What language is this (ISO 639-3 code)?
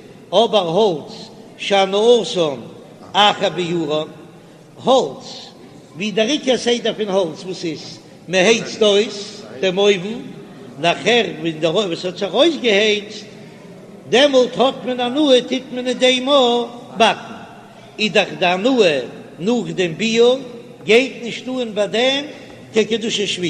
yid